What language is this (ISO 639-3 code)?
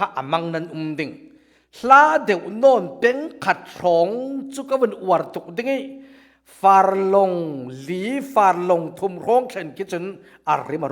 cfm